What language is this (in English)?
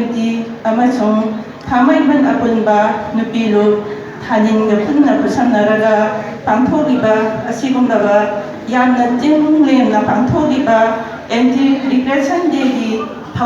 Manipuri